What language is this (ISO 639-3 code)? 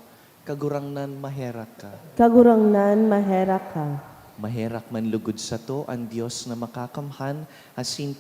bik